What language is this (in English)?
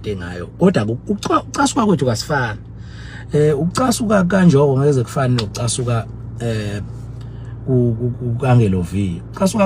Zulu